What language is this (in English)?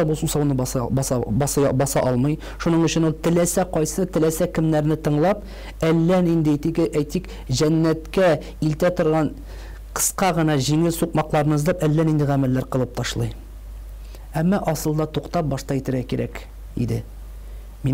Tatar